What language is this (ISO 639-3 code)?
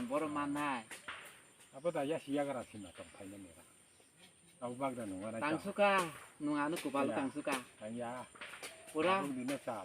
trp